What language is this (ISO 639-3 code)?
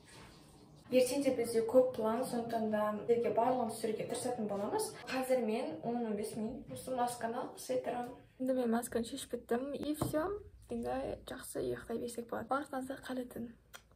kaz